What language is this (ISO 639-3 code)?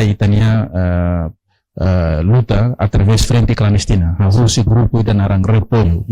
tet